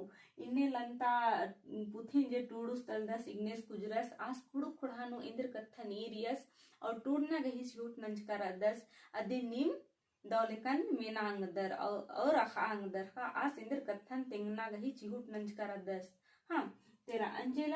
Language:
Kurukh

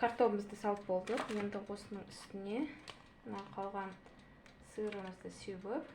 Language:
Kazakh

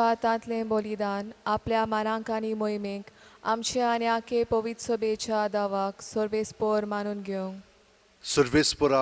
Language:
Konkani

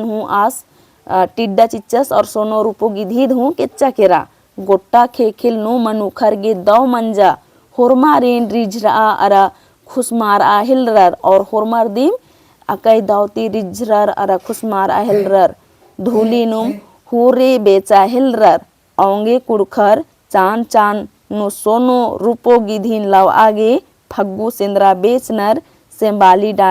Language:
Kurukh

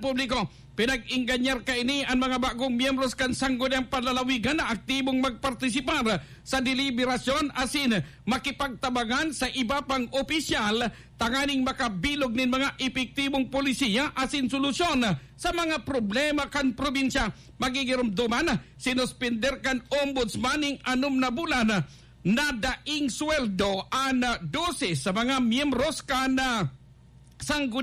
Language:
Bikol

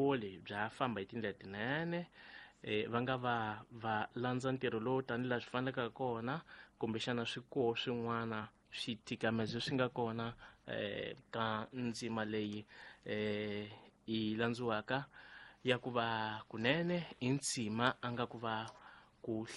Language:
Tsonga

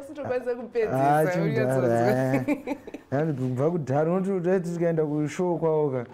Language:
Shona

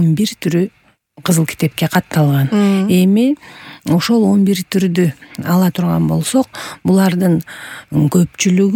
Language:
Kyrgyz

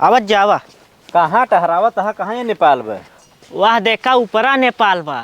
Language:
Awadhi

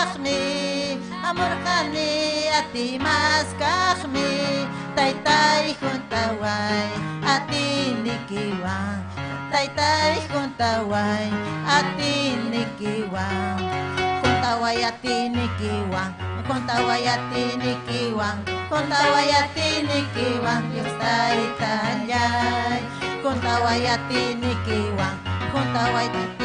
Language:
Ayacucho Quechua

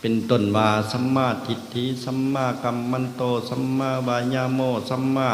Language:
Lao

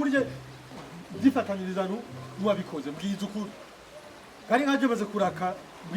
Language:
Rundi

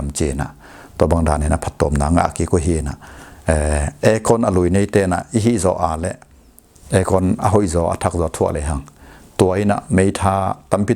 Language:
Tedim Chin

